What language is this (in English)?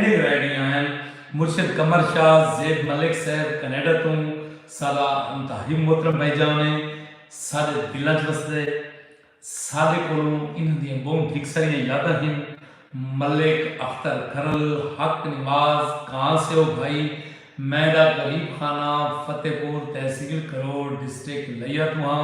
Saraiki